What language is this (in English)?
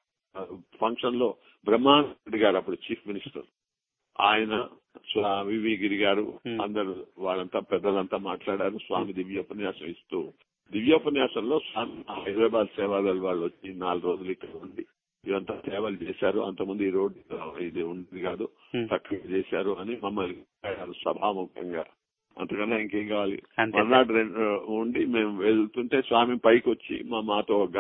Telugu